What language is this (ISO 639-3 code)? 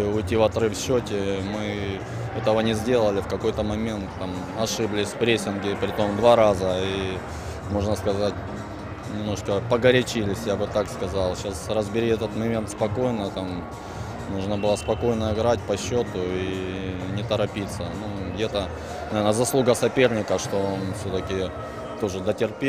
rus